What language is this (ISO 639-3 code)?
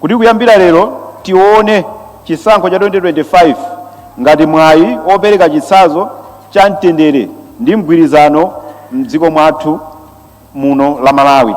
nya